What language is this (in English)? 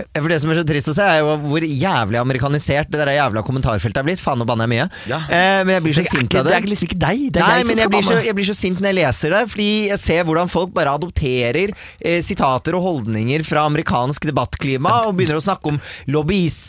Norwegian